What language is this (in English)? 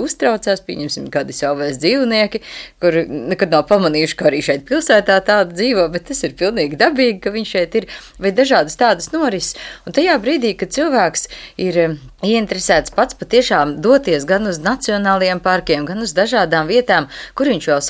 Latvian